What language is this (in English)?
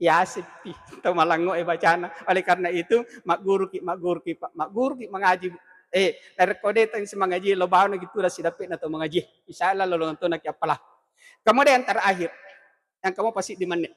Buginese